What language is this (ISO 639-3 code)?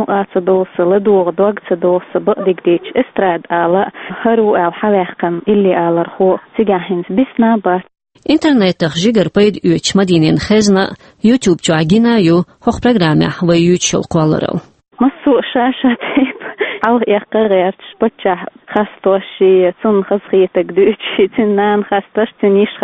che